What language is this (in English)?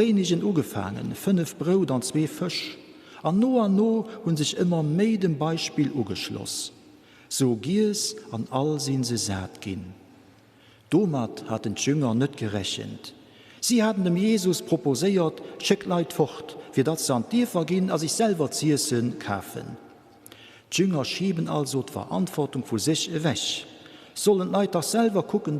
Luxembourgish